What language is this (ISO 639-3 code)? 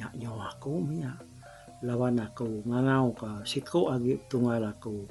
iba